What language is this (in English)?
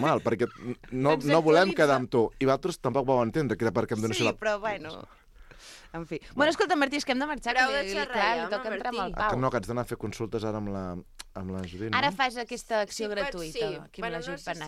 Catalan